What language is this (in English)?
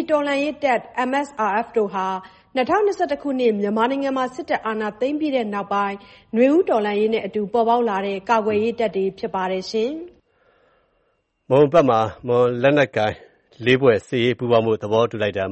Burmese